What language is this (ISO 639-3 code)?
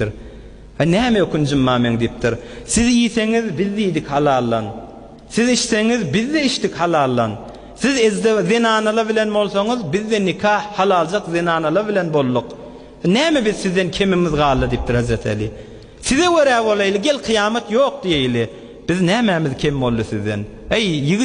tuk